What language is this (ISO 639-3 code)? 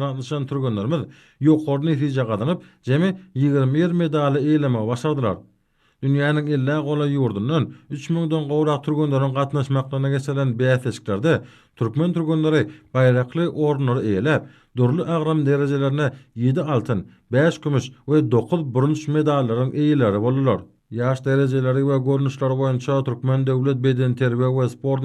tuk